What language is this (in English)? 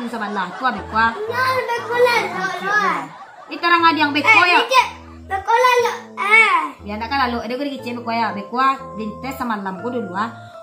Minangkabau